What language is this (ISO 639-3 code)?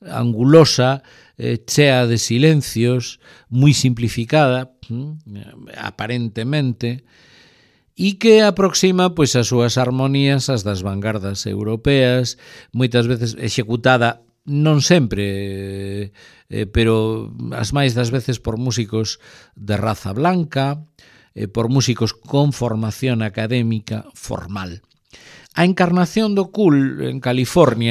glg